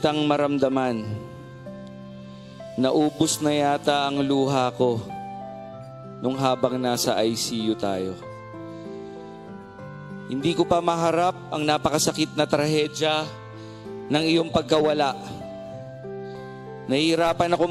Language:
Filipino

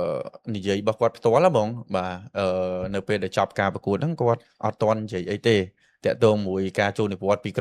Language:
Khmer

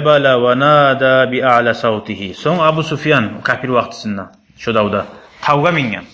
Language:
Kumyk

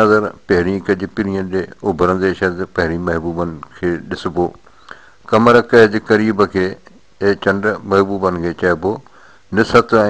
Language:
Sindhi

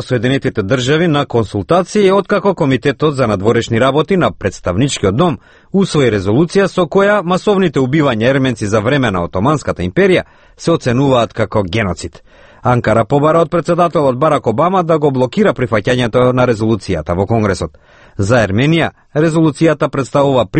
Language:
Macedonian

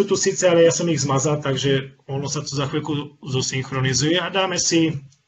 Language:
Slovak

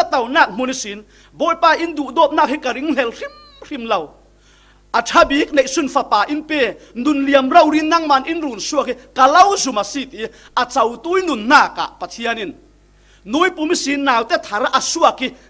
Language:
Falam Chin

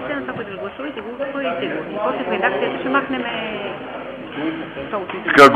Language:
Bulgarian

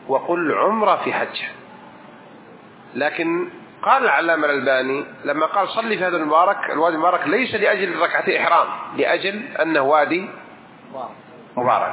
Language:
Arabic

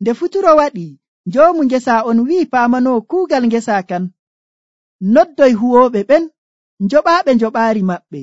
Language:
Nigerian Fulfulde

